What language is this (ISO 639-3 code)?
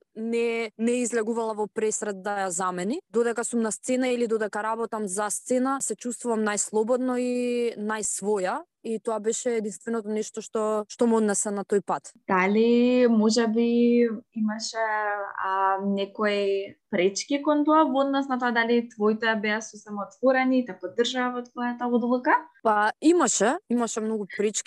mkd